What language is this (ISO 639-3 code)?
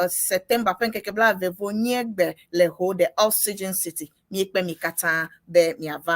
ewe